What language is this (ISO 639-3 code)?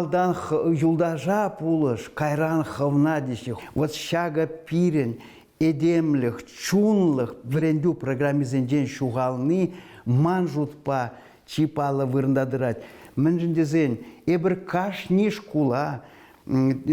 chv